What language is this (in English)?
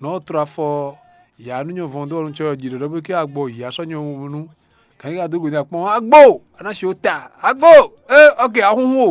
Fon